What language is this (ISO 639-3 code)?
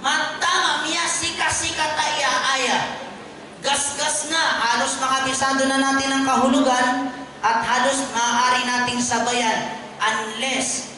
mrw